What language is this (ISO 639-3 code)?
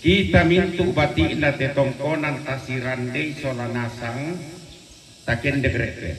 sda